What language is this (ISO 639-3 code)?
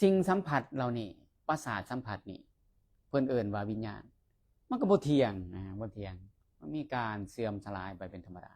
lao